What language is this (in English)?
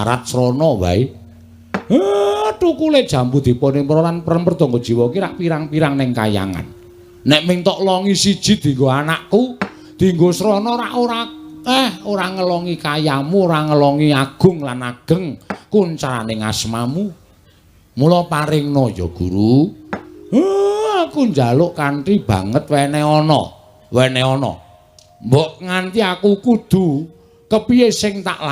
Javanese